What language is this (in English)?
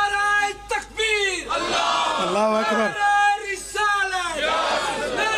Pahari-Potwari